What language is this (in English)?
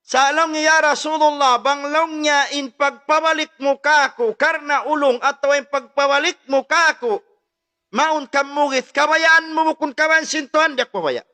Tausug